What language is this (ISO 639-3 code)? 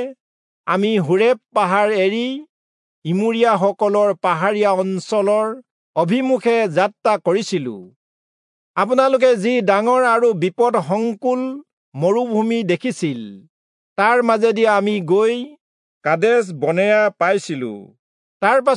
asm